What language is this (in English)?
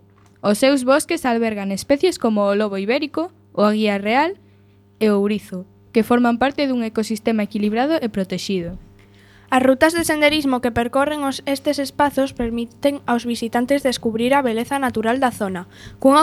Galician